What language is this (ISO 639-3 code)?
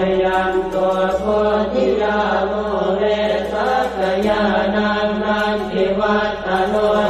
pli